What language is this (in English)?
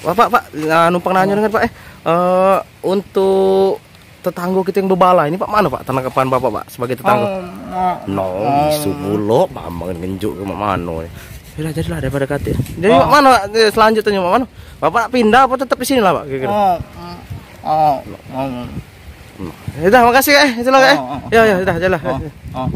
Musi